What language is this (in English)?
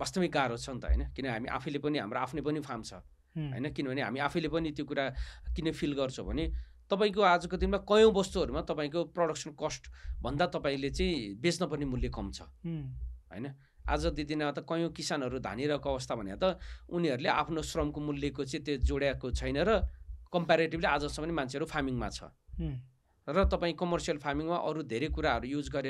Nepali